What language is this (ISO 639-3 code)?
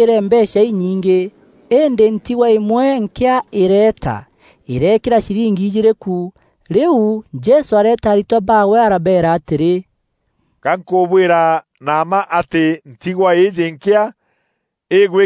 mer